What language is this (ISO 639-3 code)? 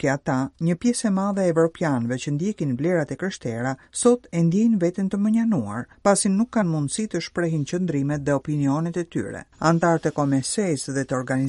sqi